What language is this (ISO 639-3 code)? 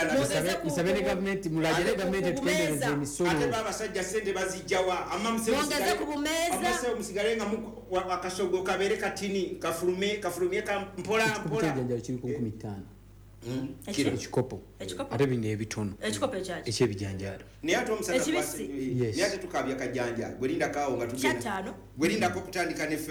lug